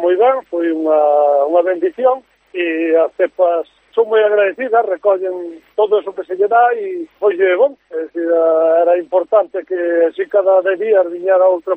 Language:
Galician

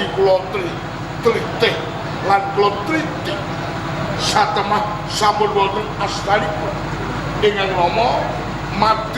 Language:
Javanese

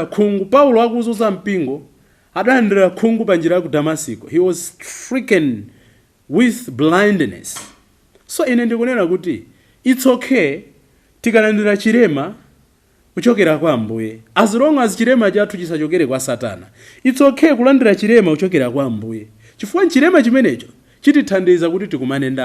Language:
Nyanja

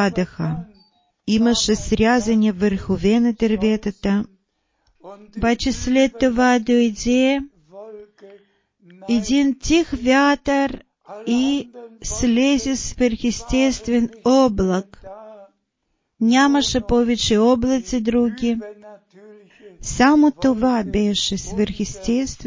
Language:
Bulgarian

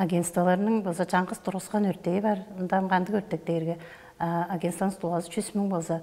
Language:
Tuvinian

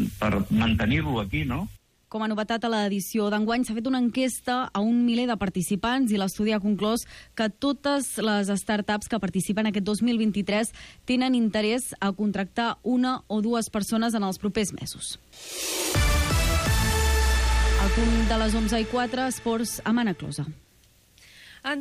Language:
Catalan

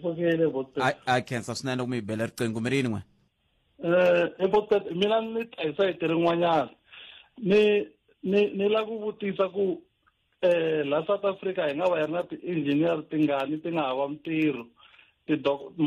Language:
Tsonga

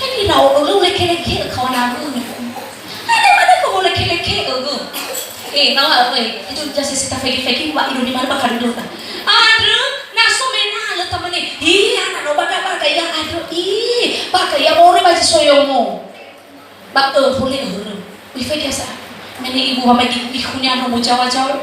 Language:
Nias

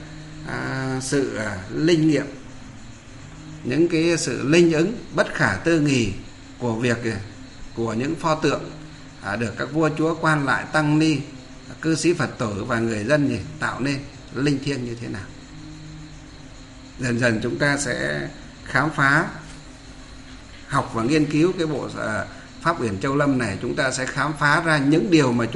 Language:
Vietnamese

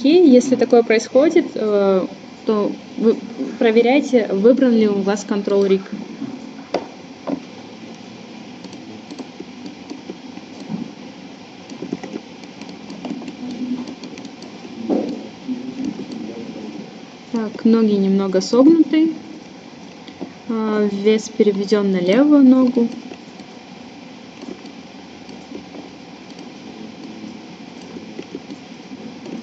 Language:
Russian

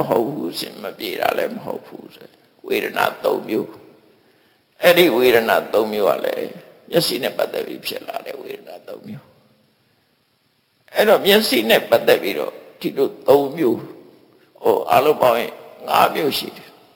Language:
Burmese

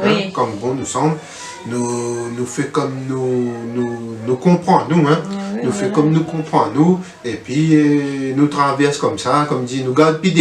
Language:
Réunion Creole French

